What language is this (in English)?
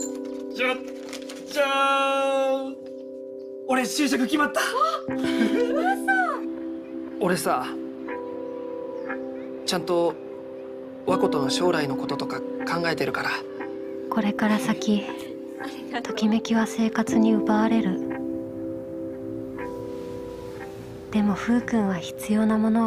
Japanese